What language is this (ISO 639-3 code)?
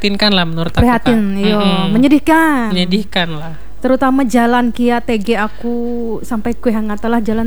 ind